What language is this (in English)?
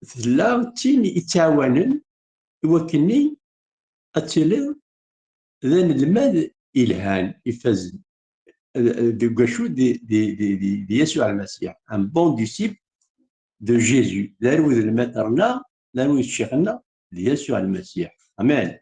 Kabyle